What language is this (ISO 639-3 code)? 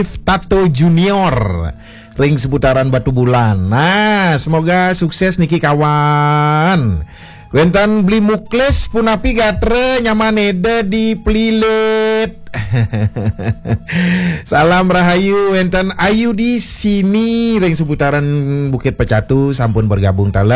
ban